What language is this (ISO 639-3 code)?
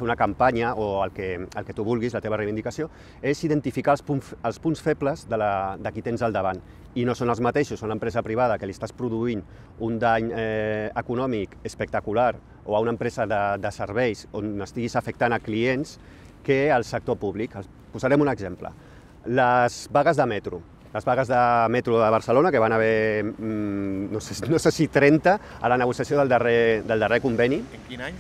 cat